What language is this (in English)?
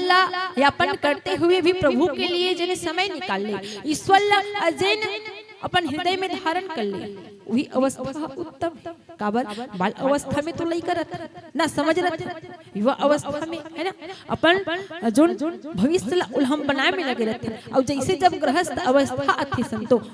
Chhattisgarhi